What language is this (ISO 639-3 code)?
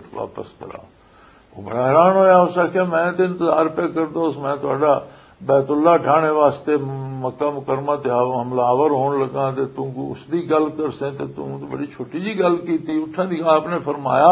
lah